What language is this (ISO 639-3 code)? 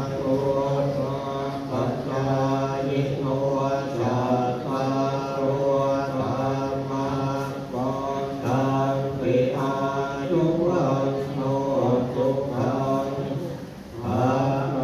pli